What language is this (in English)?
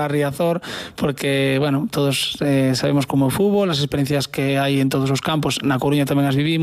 Galician